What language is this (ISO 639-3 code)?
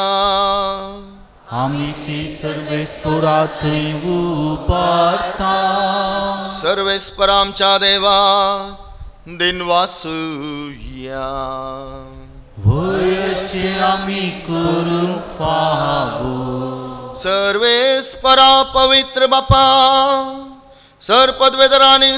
kok